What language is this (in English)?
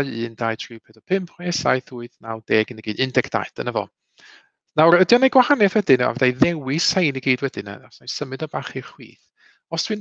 Welsh